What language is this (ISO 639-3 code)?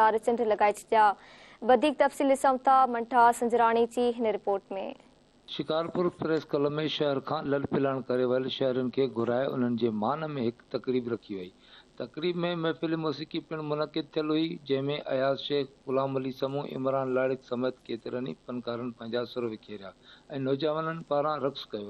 snd